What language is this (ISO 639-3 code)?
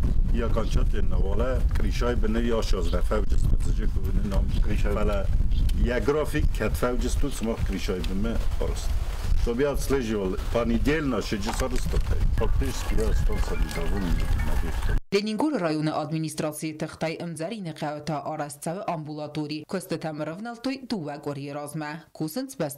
oss